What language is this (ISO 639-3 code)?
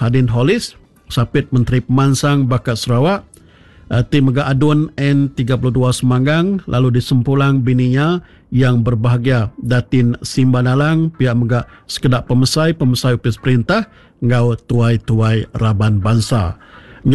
iba